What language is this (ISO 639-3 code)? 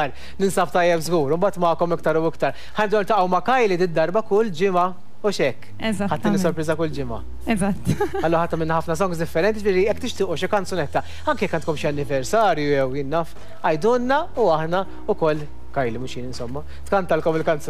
mlt